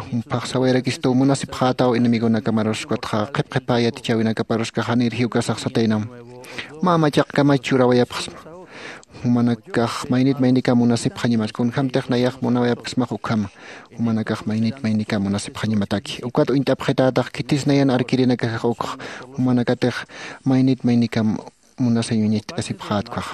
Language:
Aymara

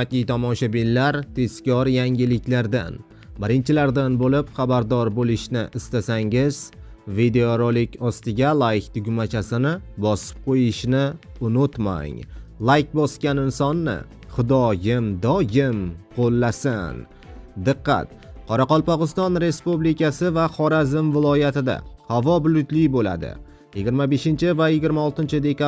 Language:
Uzbek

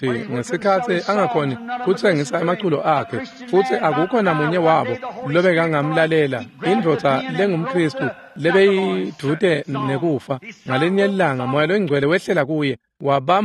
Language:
Swati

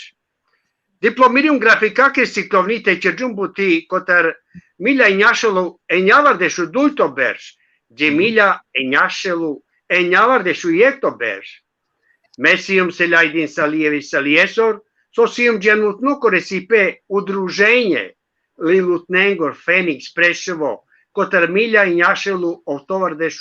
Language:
Balkan Romani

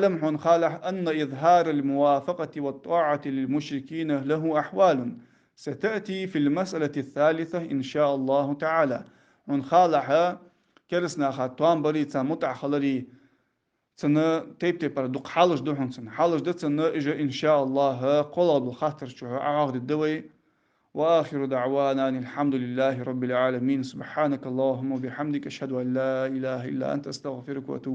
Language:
Ingush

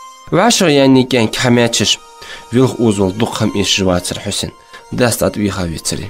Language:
Ingush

